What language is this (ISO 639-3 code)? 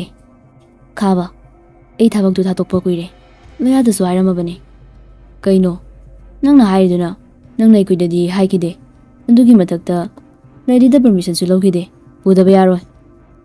mni